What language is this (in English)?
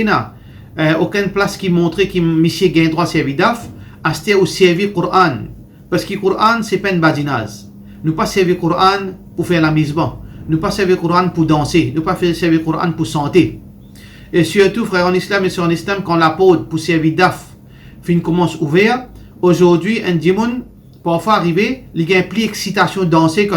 Morisyen